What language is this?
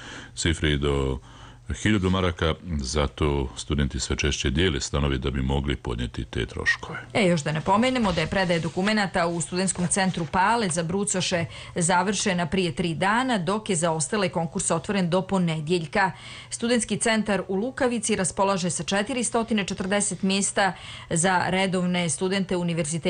Serbian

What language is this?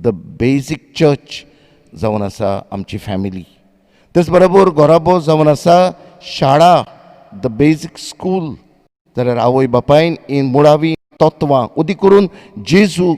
Konkani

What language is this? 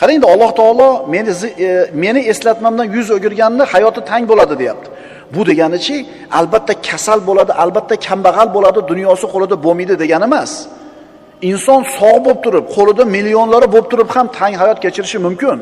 Uzbek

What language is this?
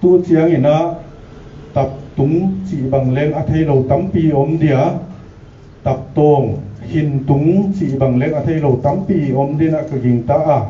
Paite Chin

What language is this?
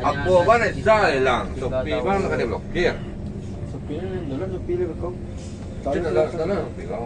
Minangkabau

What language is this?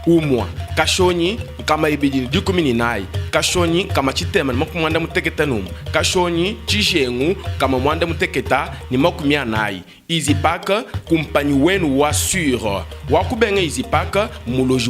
Luba-Lulua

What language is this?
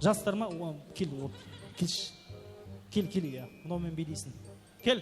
Kara-Kalpak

